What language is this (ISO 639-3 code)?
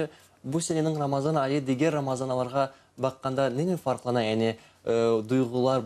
crh